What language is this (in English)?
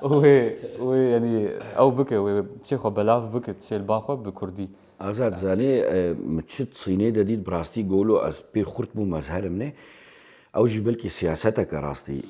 Kurdish